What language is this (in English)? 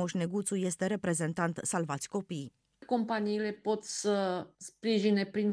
Romanian